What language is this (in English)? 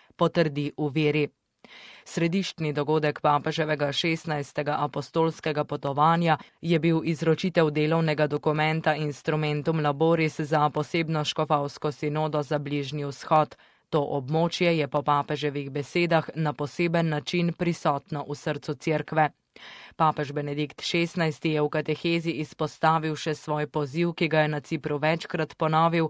Slovenian